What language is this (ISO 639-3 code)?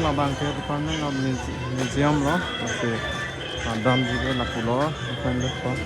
mjw